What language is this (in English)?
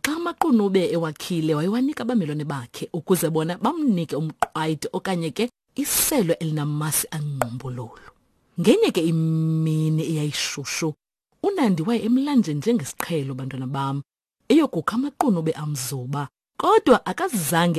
Xhosa